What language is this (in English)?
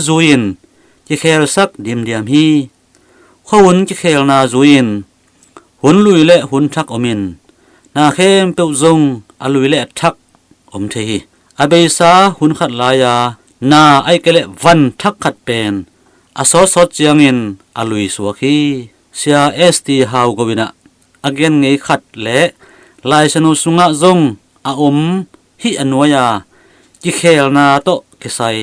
Tedim Chin